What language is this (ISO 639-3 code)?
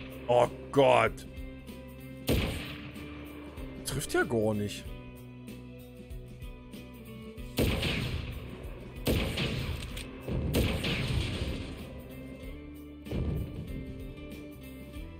deu